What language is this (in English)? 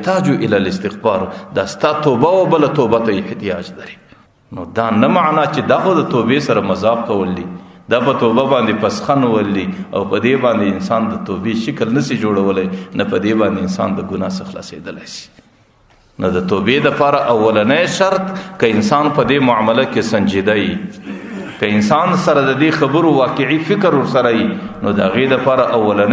Pashto